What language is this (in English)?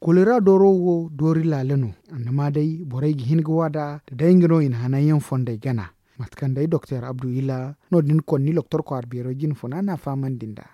Zarma